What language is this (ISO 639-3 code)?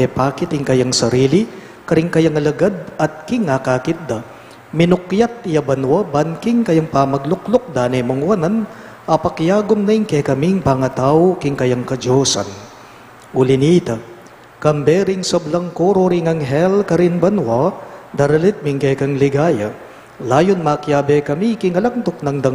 pam